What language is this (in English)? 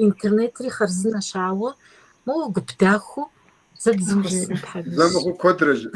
Kabardian